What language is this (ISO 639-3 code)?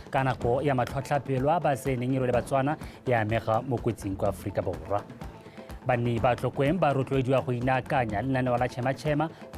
tsn